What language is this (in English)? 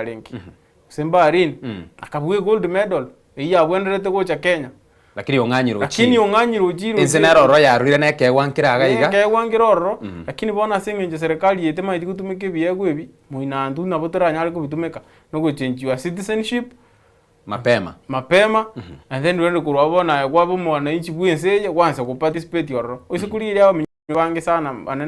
Gusii